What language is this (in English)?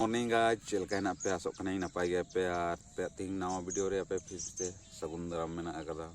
Santali